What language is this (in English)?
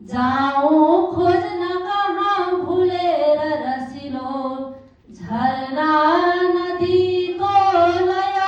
Nepali